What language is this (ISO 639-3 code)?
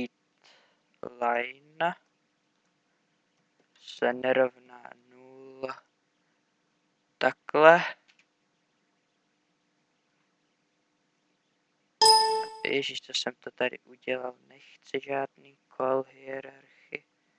ces